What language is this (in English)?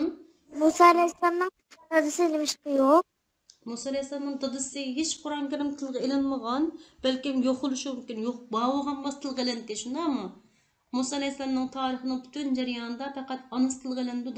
Uyghur